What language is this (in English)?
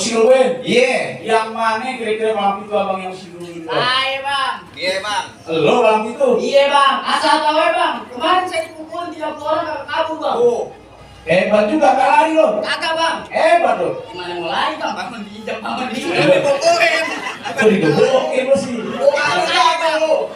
Betawi